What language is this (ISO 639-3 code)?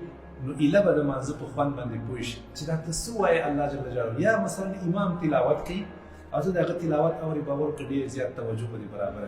pus